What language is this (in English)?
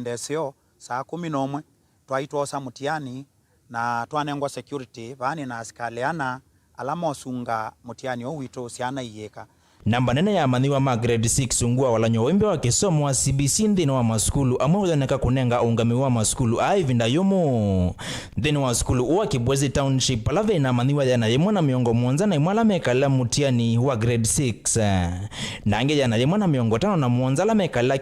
Kamba